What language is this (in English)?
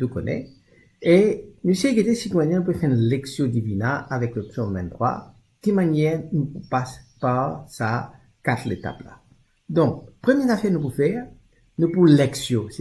Morisyen